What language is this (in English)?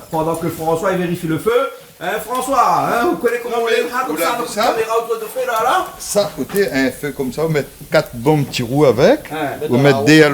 Réunion Creole French